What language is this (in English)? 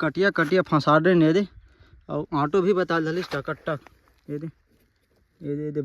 Chhattisgarhi